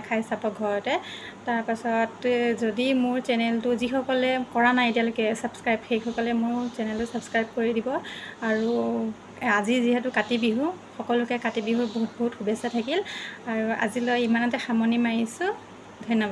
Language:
Assamese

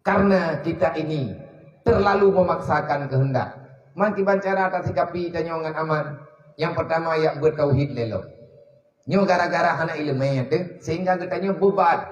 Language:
Achinese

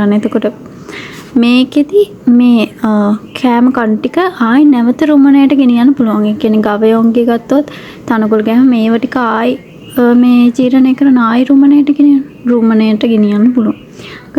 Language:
Sinhala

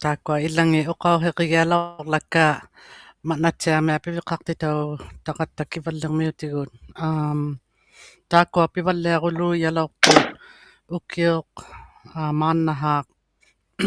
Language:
Inuktitut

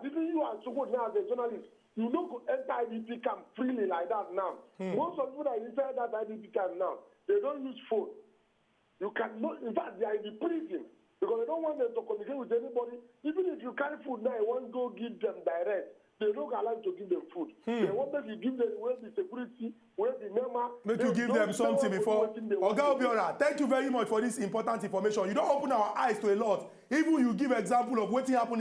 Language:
Nigerian Pidgin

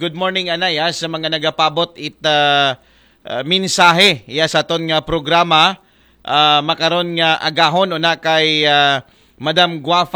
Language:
Aklanon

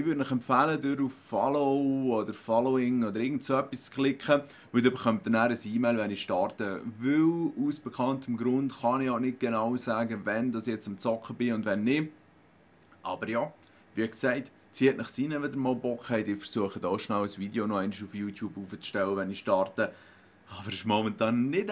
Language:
Swiss German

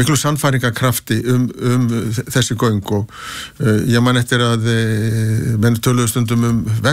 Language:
Icelandic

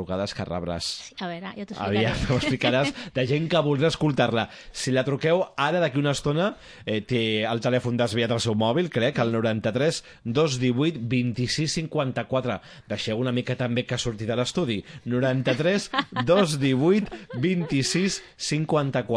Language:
Catalan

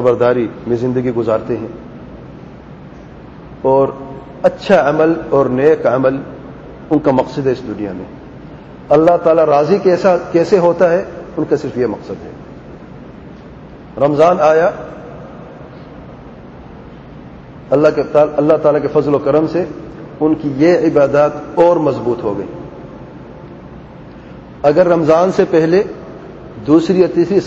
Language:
Urdu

